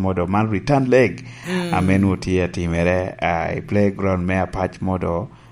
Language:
Lango (Uganda)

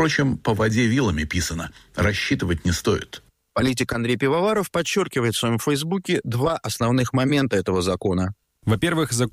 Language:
Russian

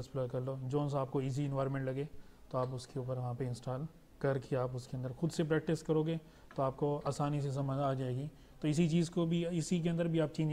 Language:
Hindi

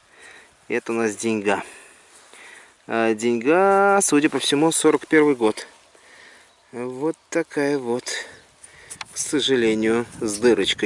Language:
Russian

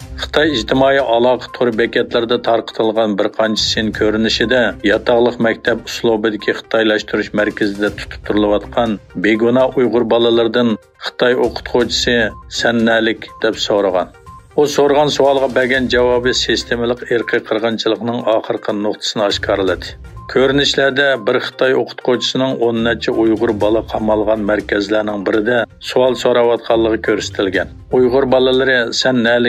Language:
Uyghur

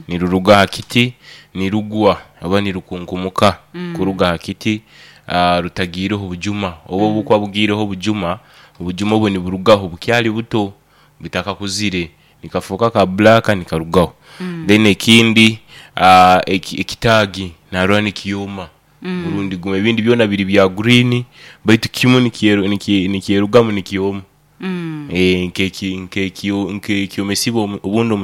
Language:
Nyoro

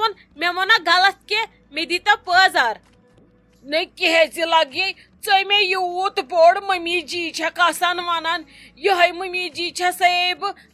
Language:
Kashmiri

